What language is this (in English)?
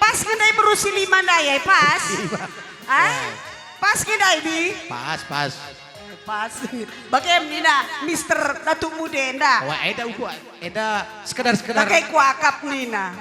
Batak Karo